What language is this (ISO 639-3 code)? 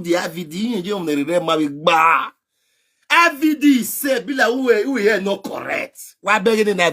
pcm